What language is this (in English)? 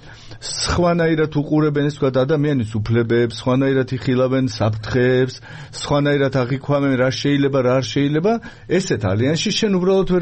Georgian